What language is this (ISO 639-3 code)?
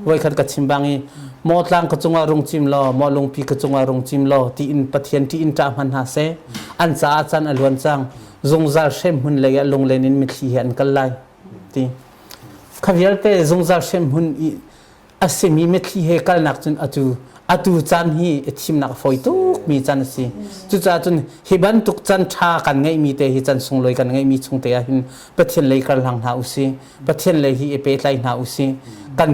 cnh